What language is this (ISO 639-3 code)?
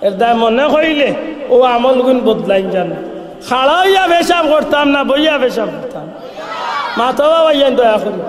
syl